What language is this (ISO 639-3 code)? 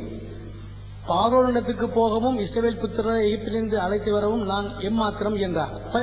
tam